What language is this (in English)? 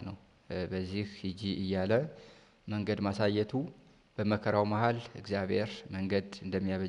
Amharic